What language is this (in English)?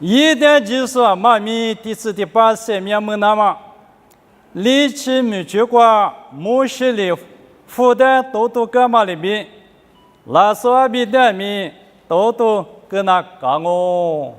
Lisu